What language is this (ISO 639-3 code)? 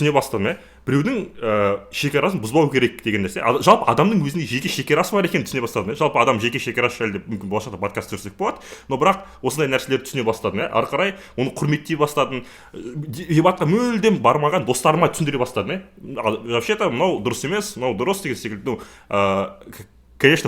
kaz